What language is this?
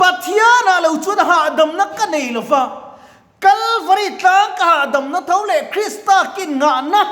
Mizo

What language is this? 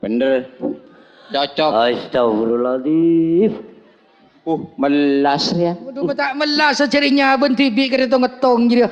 Madurese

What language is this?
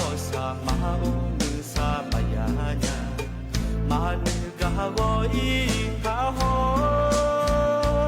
Akha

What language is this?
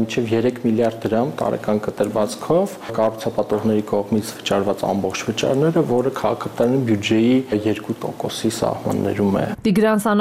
Armenian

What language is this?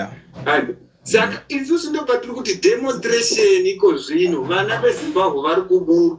Shona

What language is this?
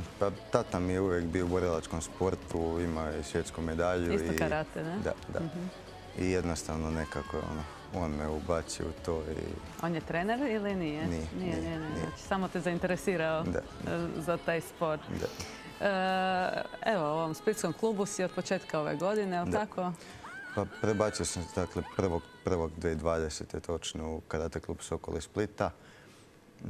Croatian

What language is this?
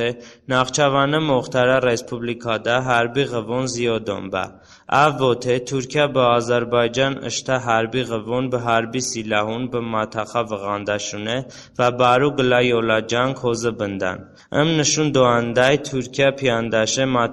Talysh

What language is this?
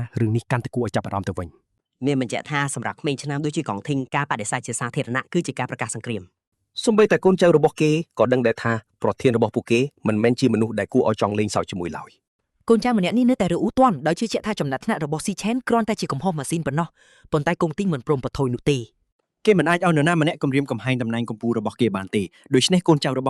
Khmer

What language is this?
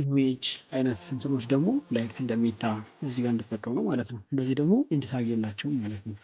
Amharic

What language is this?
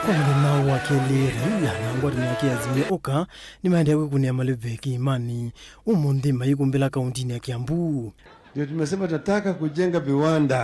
Kamba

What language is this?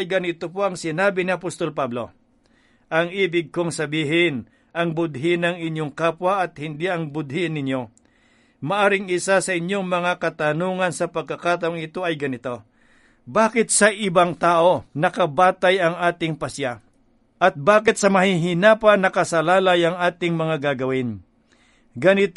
Filipino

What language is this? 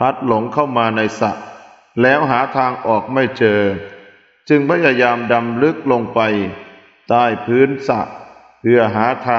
Thai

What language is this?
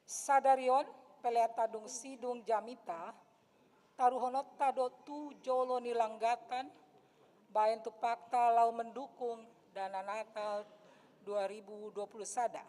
Batak Toba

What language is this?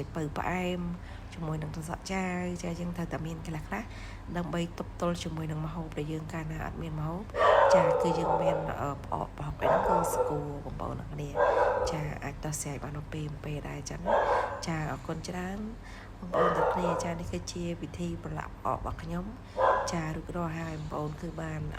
Khmer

